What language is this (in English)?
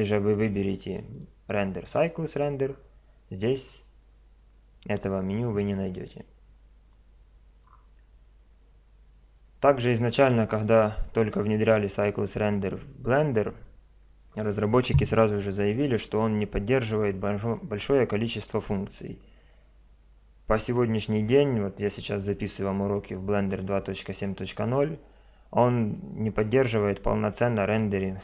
Russian